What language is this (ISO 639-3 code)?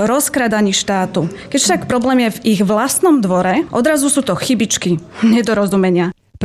slk